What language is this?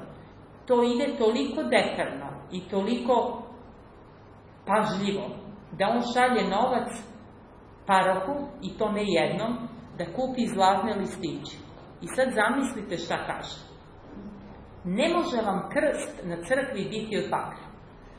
Serbian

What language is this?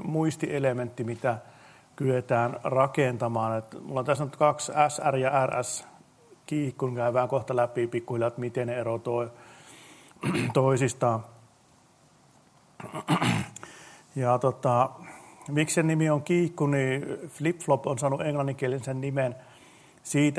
Finnish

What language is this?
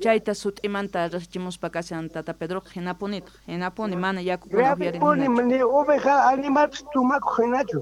Quechua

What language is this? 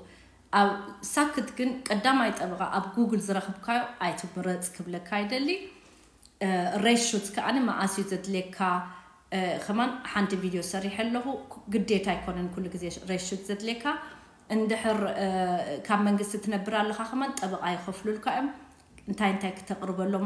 Tigrinya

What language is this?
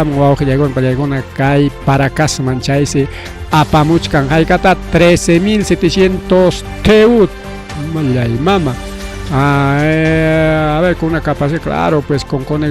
Ayacucho Quechua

